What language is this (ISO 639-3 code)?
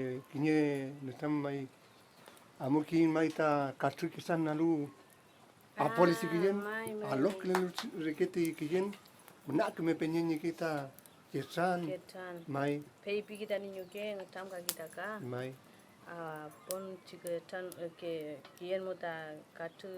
arn